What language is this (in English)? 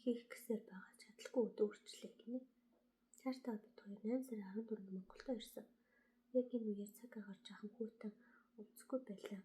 Mongolian